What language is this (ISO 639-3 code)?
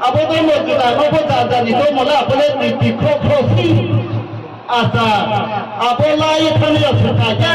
ria